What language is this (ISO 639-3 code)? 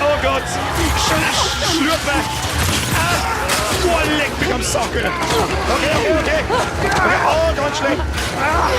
bar